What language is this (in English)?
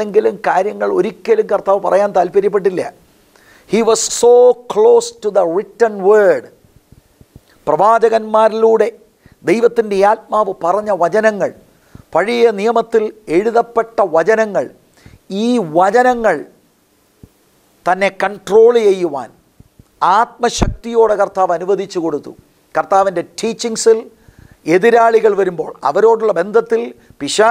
Malayalam